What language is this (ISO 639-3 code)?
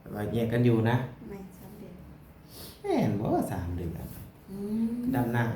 lao